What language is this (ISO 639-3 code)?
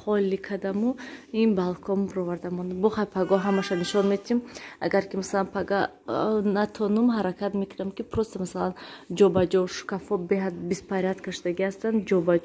tgk